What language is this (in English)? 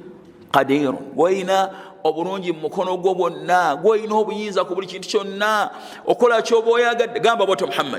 Ganda